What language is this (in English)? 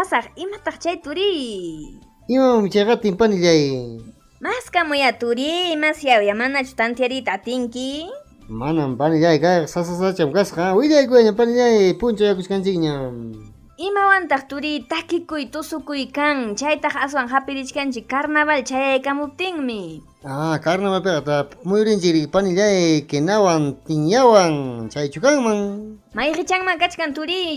Ayacucho Quechua